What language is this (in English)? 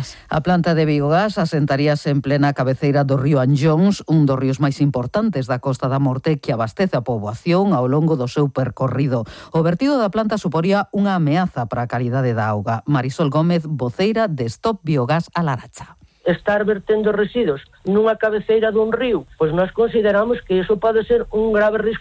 Galician